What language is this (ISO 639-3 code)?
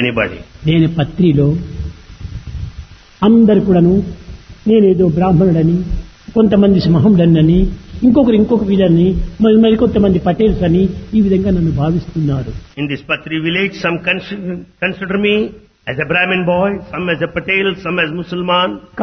tel